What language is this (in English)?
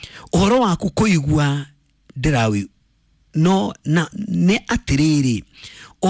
Kikuyu